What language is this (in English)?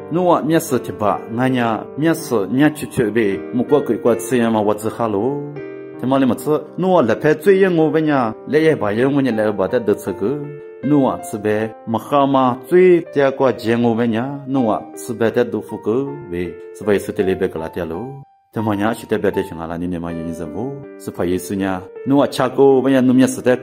Lisu